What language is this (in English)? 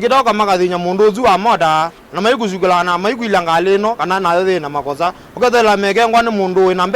Kamba